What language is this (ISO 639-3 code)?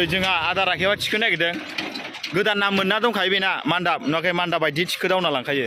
brx